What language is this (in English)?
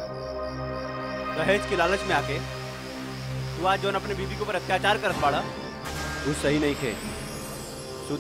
Bhojpuri